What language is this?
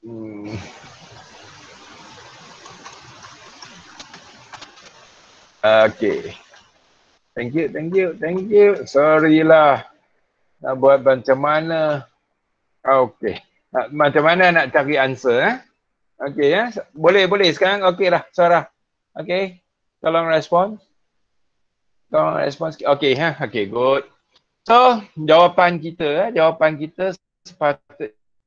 Malay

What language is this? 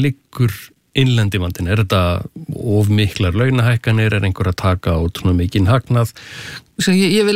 Icelandic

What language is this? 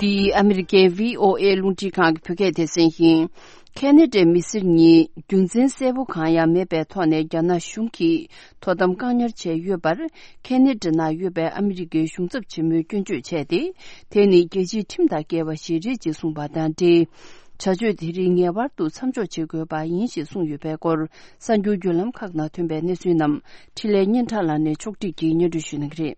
Tibetan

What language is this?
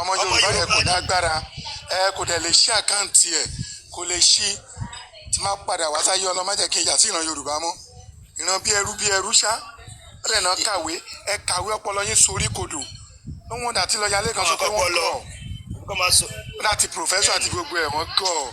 Yoruba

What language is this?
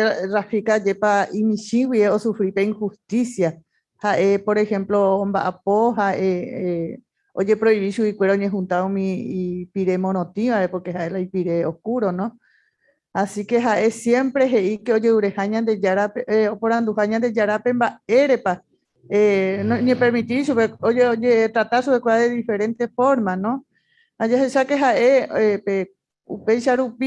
Guarani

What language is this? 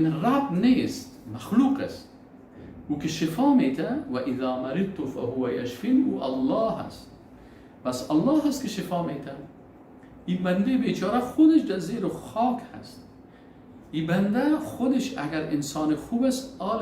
Persian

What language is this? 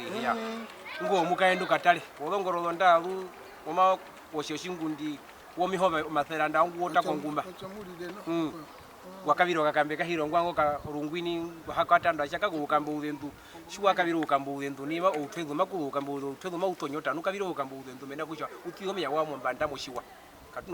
Herero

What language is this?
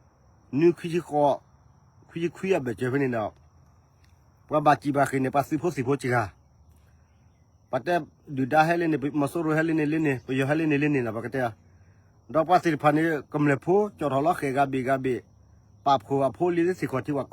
S'gaw Karen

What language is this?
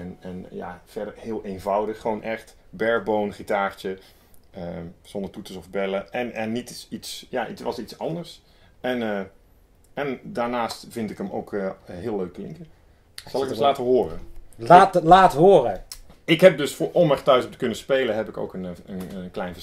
Dutch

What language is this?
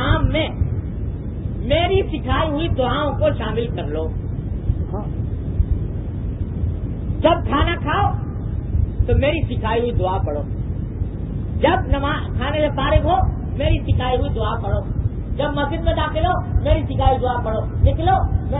Urdu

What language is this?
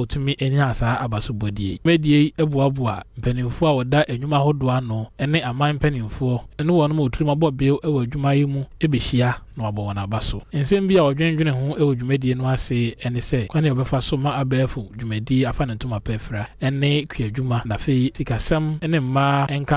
Akan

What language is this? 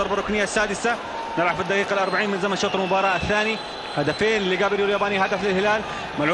Arabic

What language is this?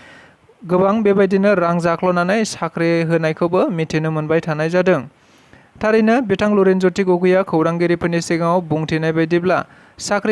Bodo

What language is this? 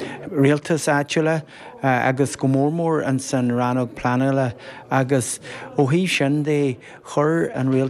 Irish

